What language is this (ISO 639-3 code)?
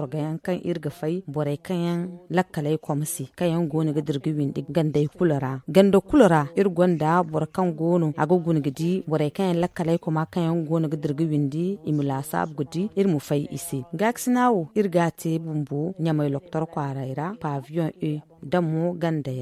dje